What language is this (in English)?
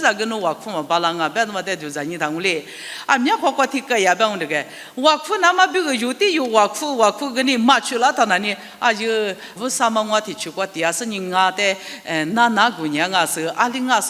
Lisu